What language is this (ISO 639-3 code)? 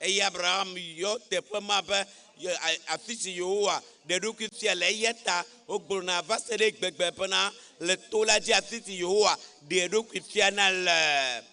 ewe